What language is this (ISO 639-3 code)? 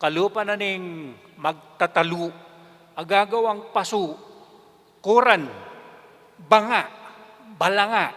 pam